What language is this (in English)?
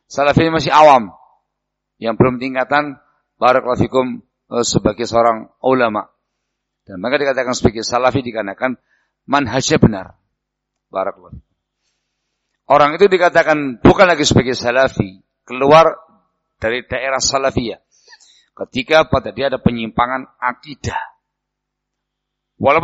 Indonesian